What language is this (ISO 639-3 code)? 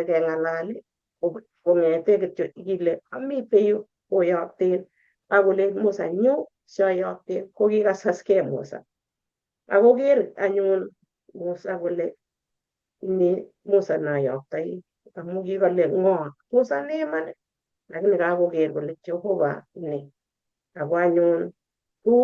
kln